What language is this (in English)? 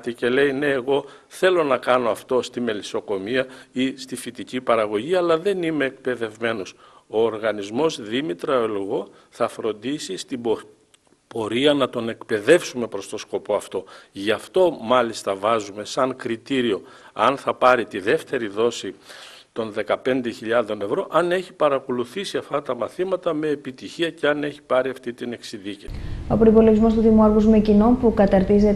Greek